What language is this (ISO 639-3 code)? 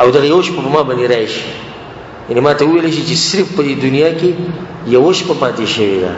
pus